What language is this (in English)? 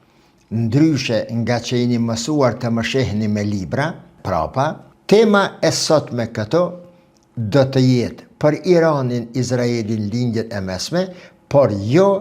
Albanian